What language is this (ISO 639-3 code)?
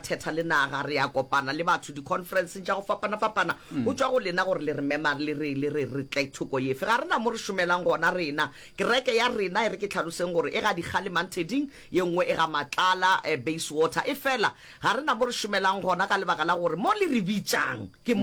nso